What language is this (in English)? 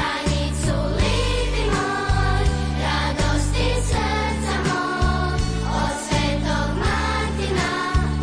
Croatian